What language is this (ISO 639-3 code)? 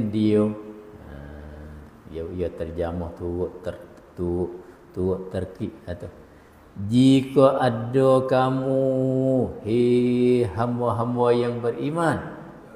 msa